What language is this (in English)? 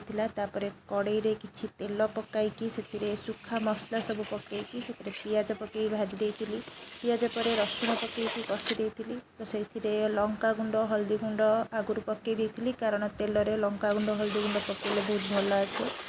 Odia